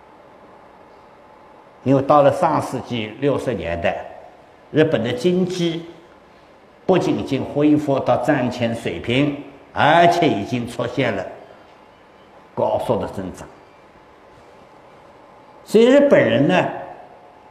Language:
Chinese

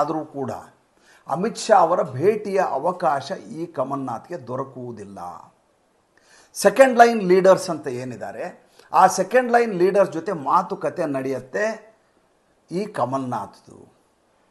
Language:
Kannada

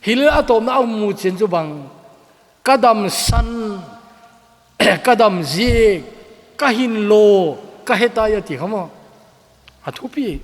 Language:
Thado Chin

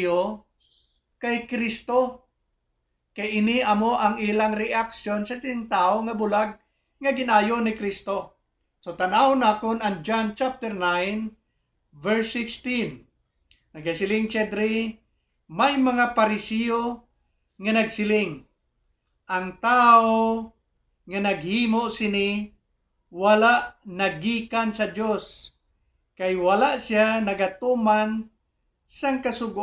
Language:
Hiligaynon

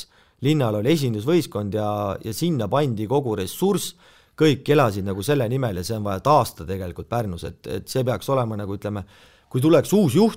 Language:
Estonian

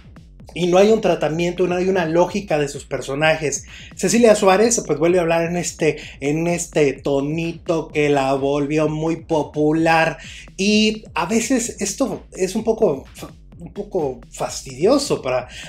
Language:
Spanish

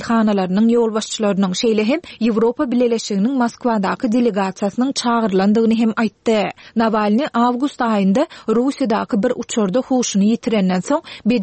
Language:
Turkmen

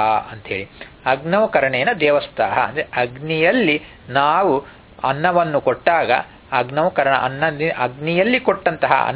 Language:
Kannada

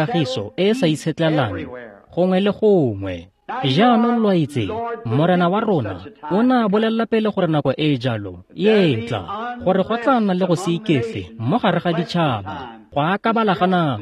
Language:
Tswana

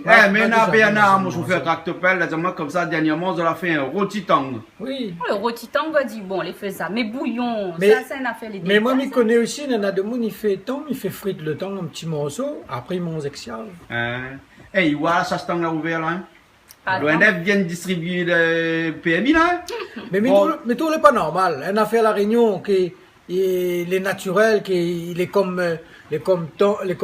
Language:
Réunion Creole French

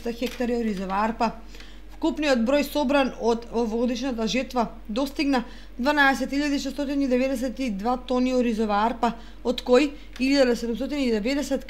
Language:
Macedonian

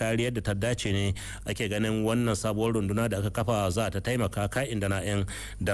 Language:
Hausa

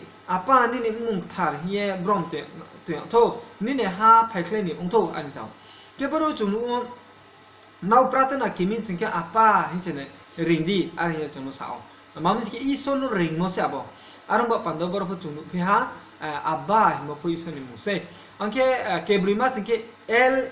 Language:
Riang (India)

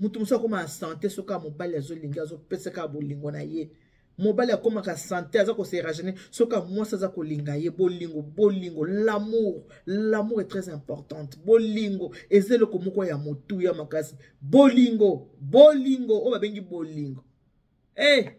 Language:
Lingala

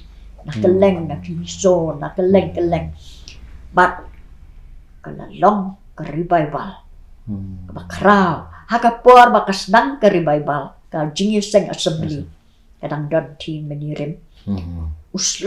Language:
Khasi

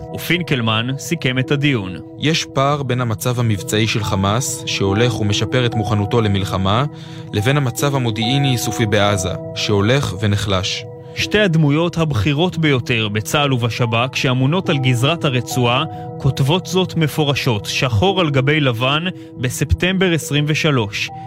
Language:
Hebrew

